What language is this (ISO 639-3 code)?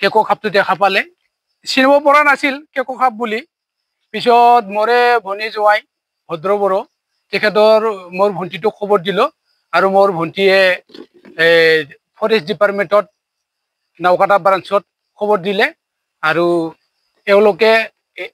asm